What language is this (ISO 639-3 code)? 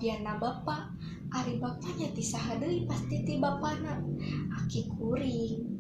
sun